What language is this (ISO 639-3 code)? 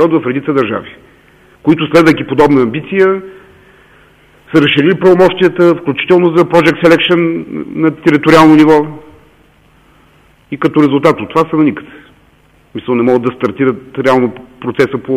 bul